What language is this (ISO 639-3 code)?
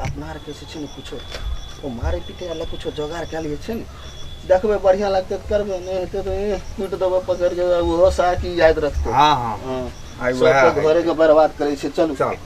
mai